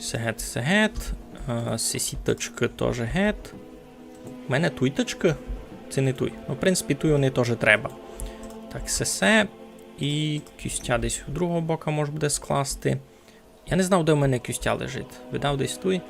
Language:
Rusyn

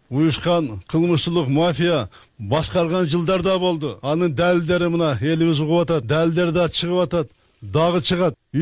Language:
Kyrgyz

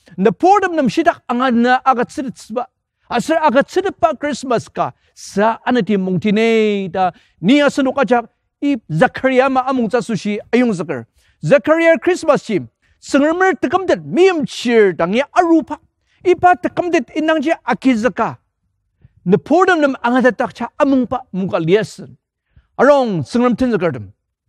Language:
Ao Naga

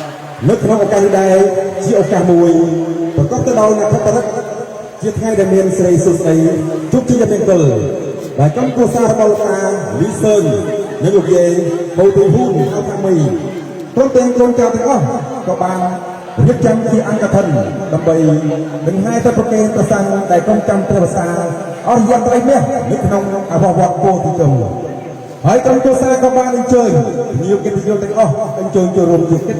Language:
Khmer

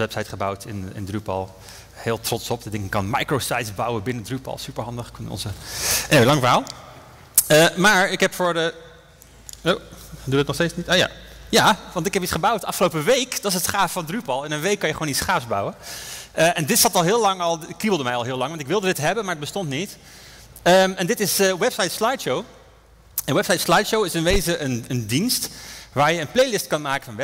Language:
Dutch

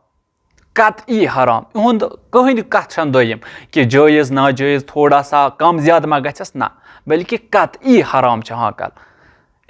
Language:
Kashmiri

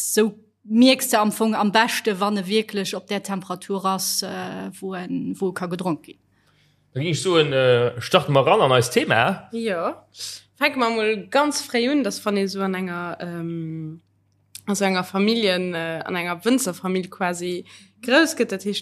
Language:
Luxembourgish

